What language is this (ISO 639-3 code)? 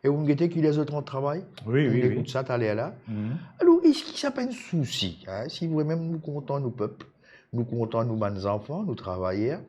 mfe